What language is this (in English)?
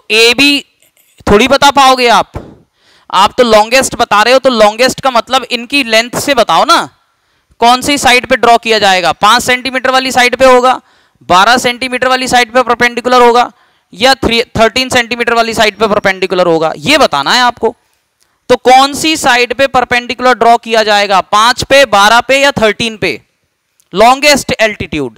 Hindi